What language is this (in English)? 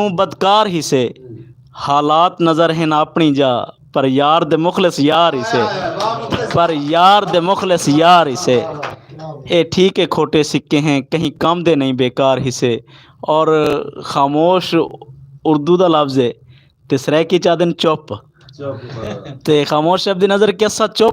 Saraiki